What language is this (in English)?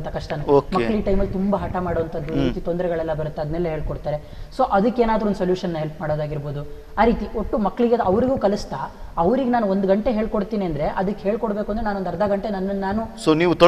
Kannada